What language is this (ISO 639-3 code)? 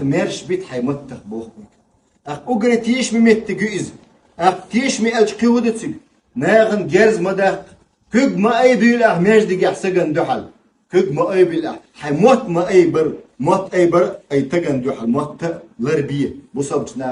che